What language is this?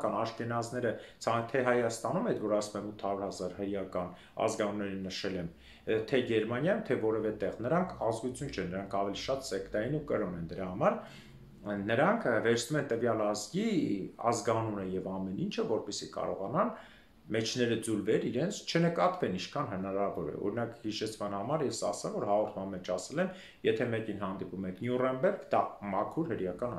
Armenian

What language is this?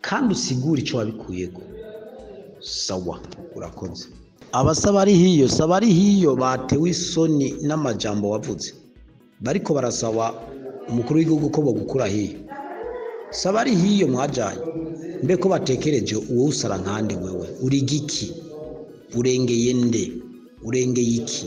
Rundi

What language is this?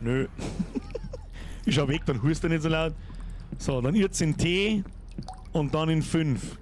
Bavarian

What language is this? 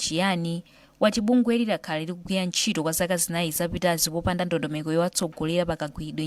Nyanja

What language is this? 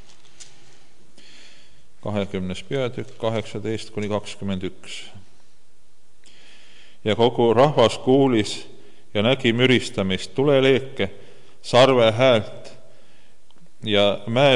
Estonian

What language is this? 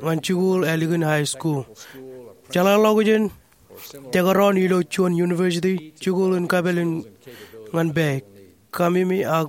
Marshallese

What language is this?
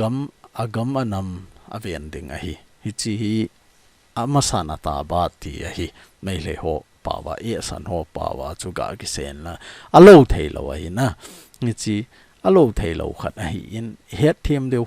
Thado Chin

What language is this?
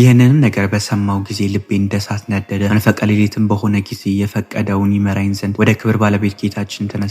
Amharic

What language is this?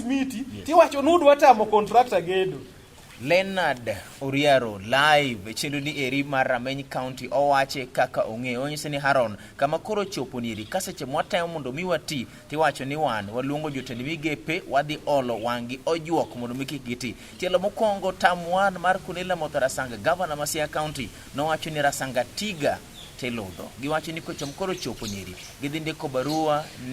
Luo (Kenya and Tanzania)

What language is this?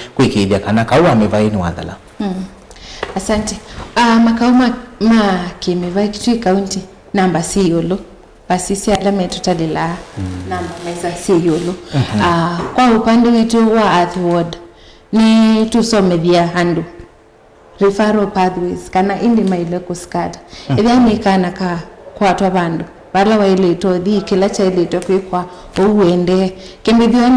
Kamba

